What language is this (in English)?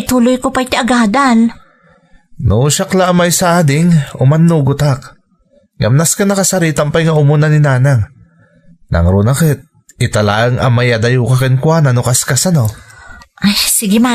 Iloko